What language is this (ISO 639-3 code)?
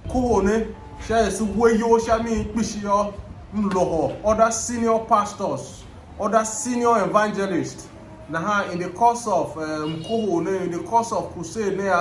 tiv